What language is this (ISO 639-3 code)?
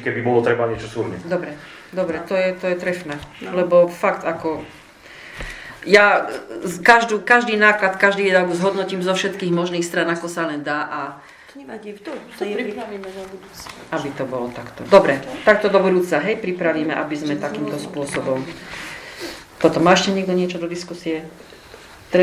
slk